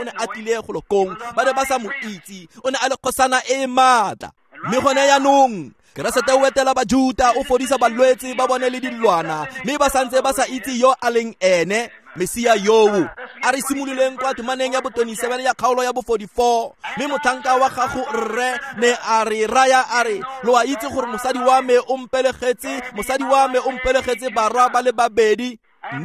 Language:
Tswana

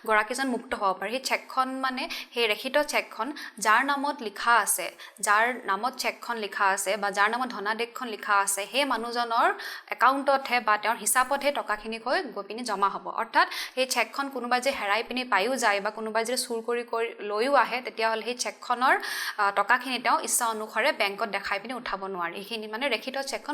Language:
Assamese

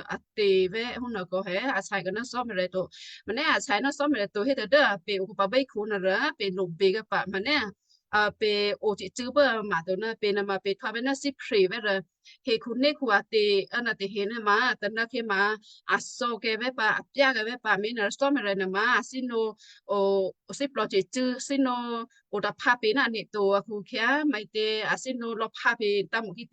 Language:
Western Kayah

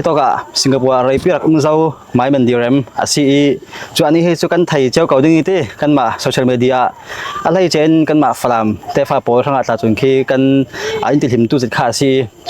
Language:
Falam Chin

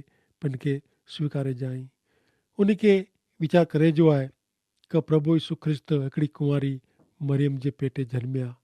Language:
Kachhi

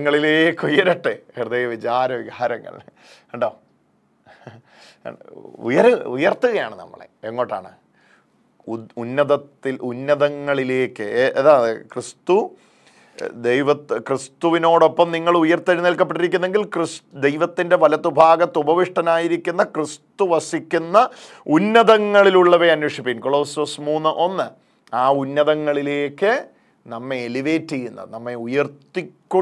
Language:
Malayalam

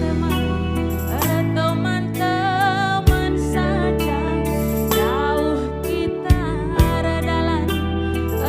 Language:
Batak Karo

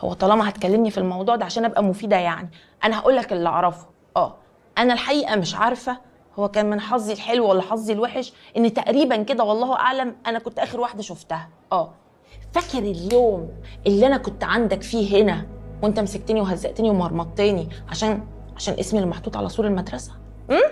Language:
Egyptian Arabic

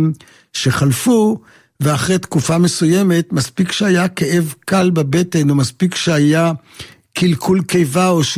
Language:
Hebrew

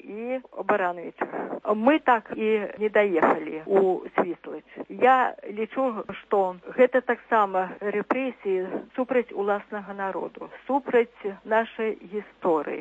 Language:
Belarusian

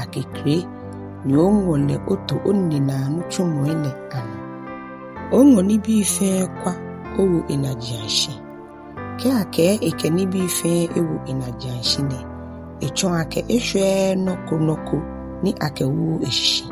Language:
Ga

